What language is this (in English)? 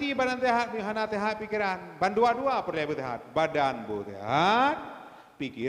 Achinese